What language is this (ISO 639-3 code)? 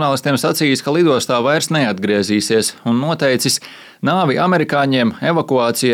lav